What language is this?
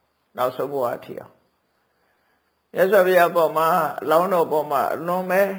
Burmese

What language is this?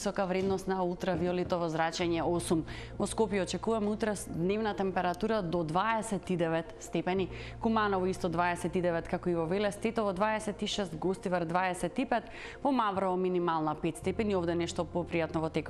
Macedonian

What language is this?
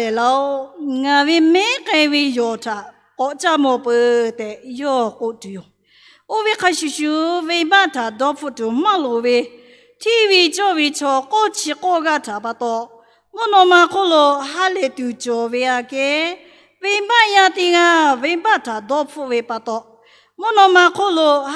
Lahu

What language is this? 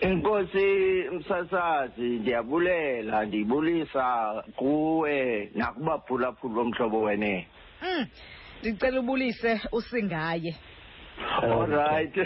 Xhosa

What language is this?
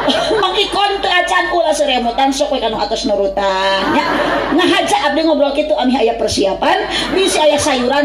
Sundanese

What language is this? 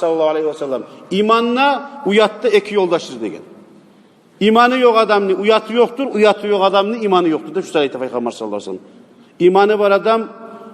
Kumyk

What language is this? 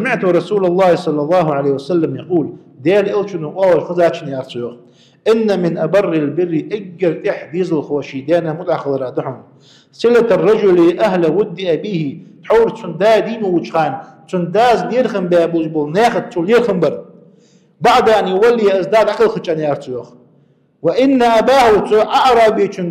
Ingush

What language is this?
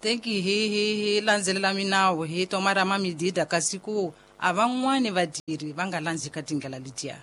Tsonga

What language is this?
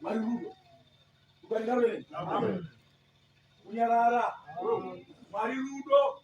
Shona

